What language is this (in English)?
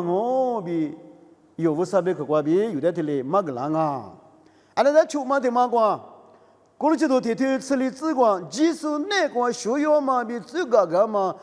Lisu